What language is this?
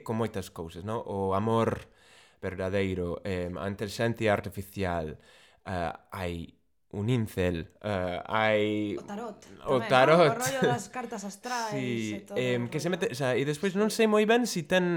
Galician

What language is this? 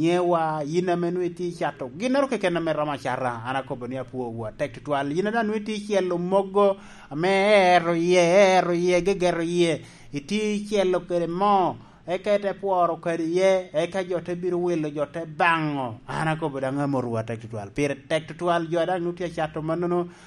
Lango (Uganda)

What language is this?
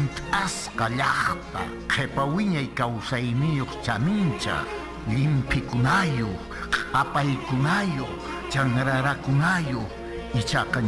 Quechua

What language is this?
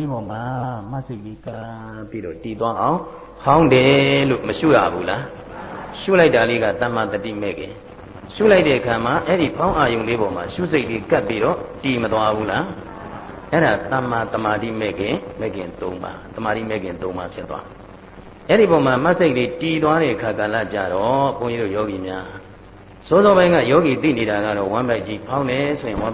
Burmese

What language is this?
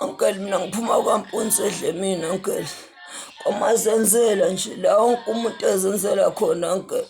Zulu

